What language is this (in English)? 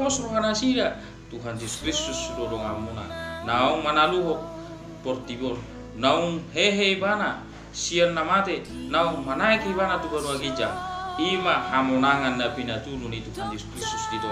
Batak Toba